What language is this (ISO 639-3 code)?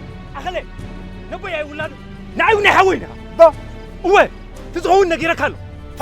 tir